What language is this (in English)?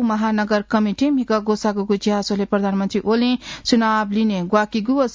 Newari